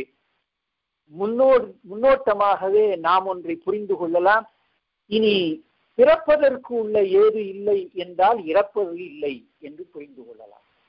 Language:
Tamil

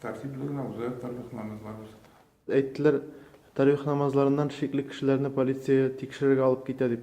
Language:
Tatar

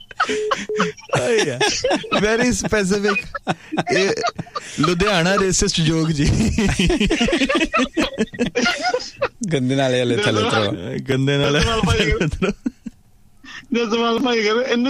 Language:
Punjabi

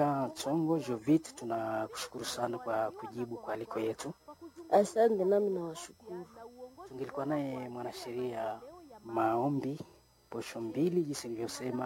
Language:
Swahili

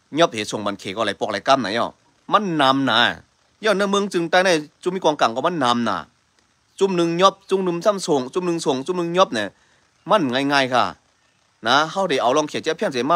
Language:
Shan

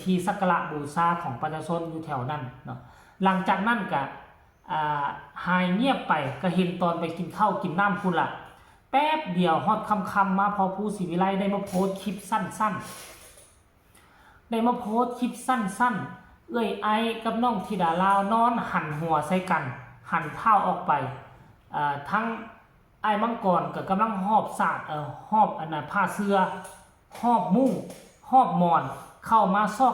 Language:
Lao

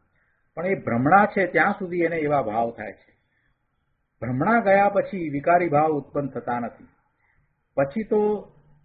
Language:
Gujarati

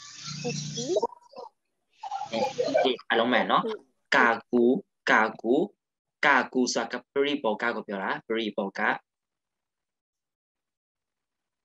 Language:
Burmese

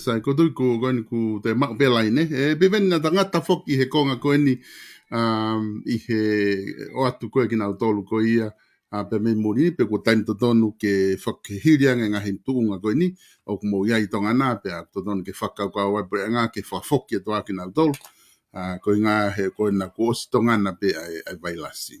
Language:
Tongan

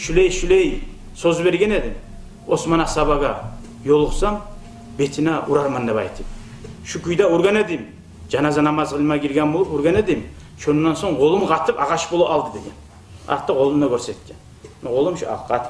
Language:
Kumyk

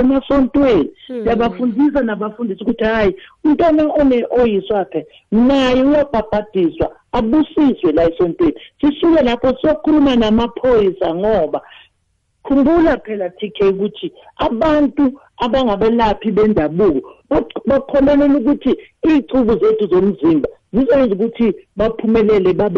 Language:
South Ndebele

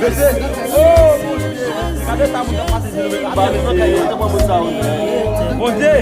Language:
Haitian Creole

